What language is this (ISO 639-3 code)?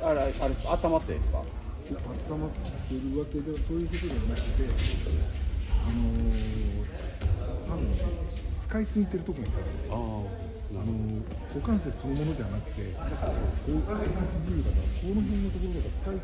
jpn